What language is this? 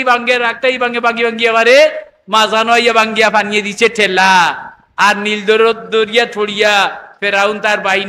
Sylheti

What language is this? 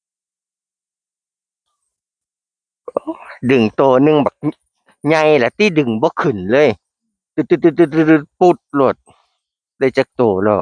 Northeastern Thai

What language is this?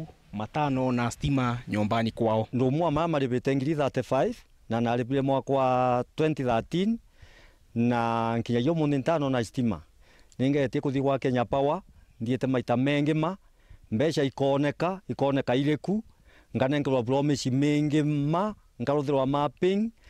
Meru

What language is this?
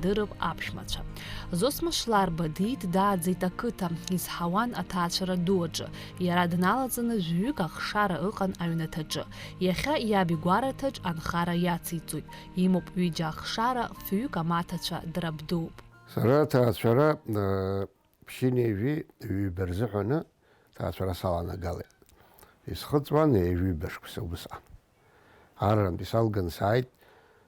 Abkhazian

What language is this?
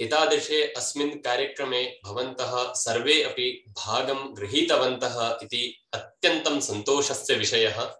Sanskrit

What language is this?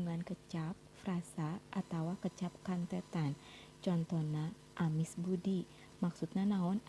Sundanese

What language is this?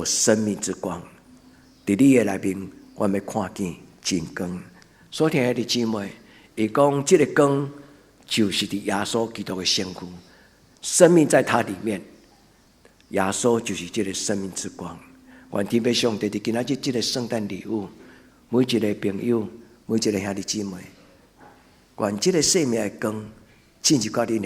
Min Nan Chinese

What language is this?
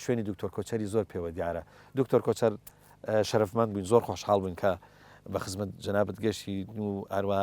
Central Kurdish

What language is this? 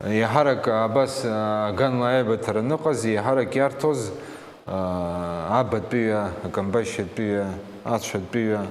Abkhazian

